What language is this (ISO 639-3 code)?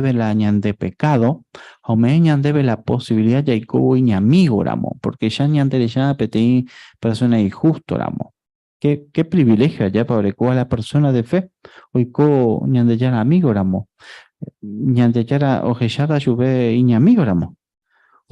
grn